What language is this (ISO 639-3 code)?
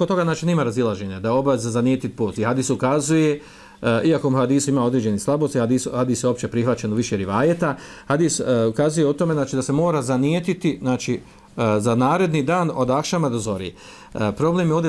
bos